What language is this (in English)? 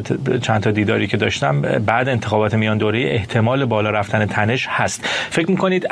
Persian